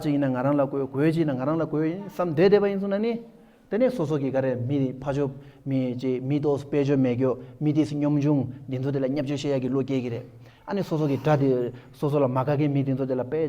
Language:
Tibetan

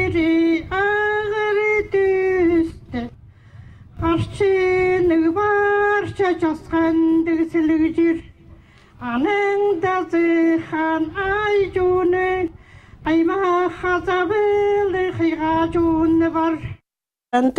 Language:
Khakas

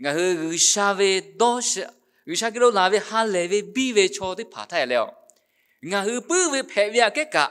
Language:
Lahu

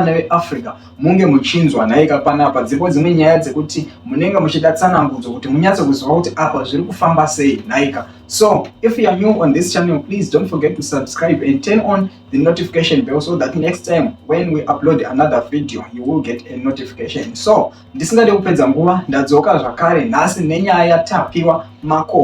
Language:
Shona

